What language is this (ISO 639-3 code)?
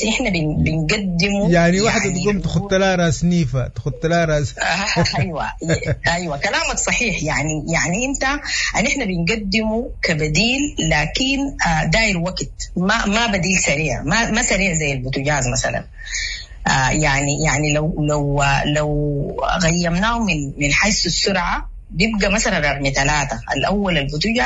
apd